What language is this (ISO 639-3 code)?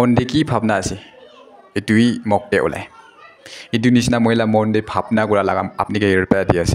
nag